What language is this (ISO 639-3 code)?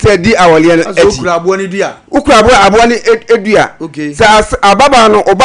aka